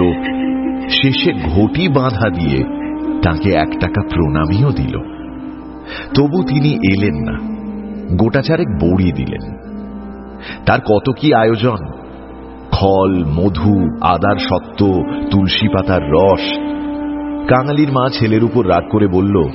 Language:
Bangla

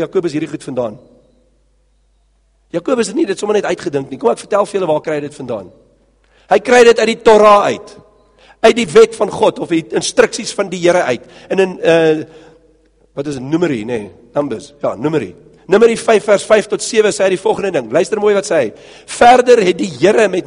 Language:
Afrikaans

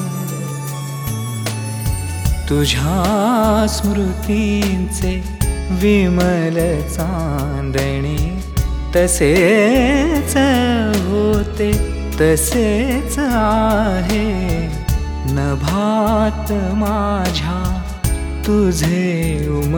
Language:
Marathi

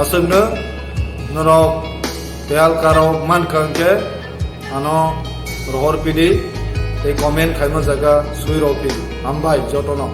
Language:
Kok Borok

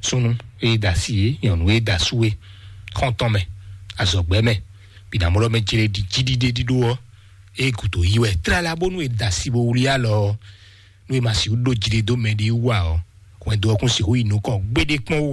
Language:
Fon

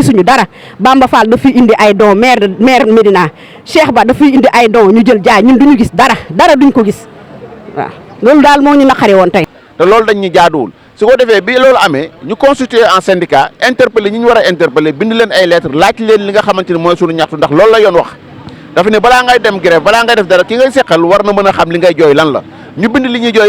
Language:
Wolof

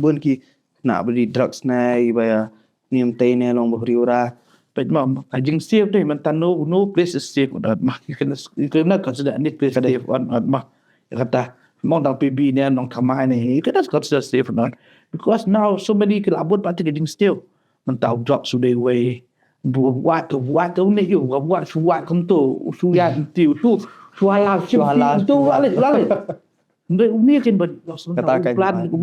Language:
Khasi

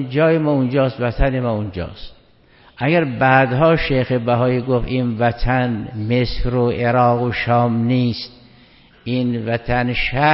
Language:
Persian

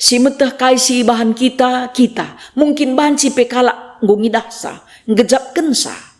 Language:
Batak Karo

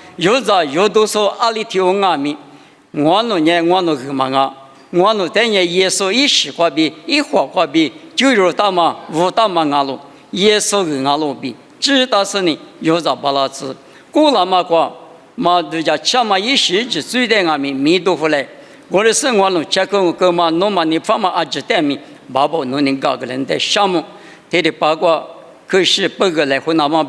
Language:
Lisu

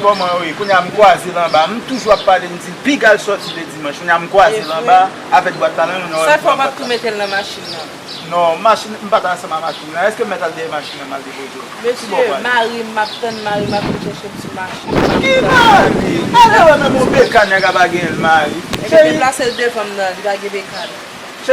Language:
Haitian Creole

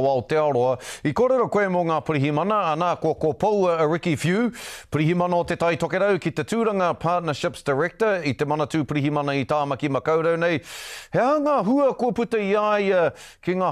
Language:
Māori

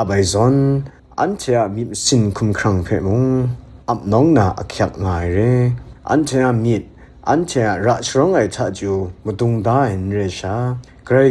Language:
Kachin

